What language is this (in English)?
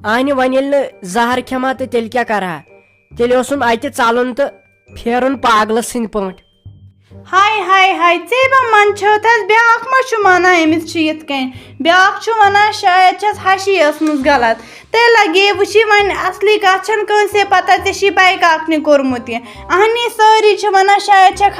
Kashmiri